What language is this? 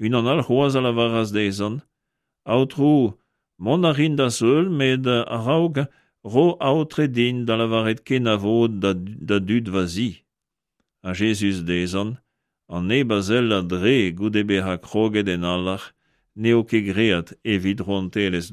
Breton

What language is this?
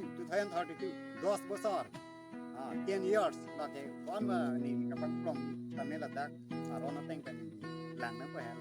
Karbi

